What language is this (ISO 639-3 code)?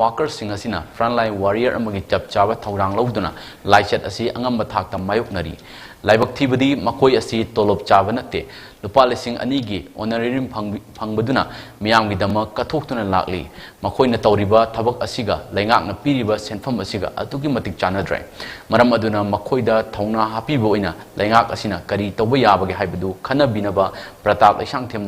mni